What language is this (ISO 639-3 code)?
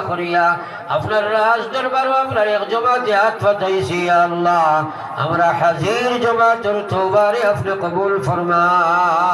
syl